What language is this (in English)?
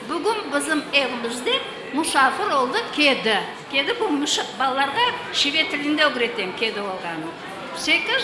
Crimean Tatar